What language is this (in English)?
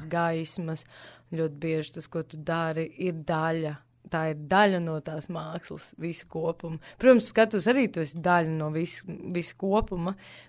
Latvian